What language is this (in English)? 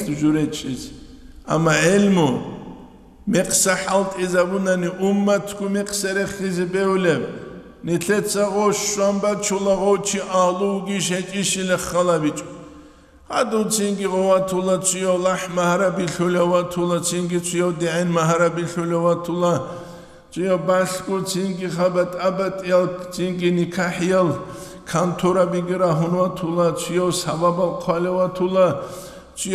Avaric